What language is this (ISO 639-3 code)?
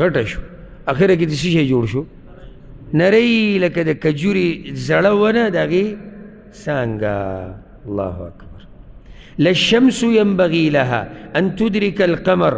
pus